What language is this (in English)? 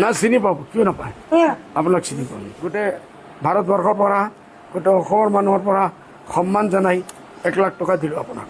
Assamese